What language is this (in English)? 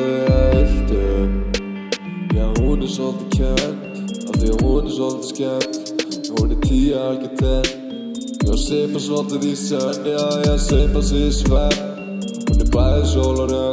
Icelandic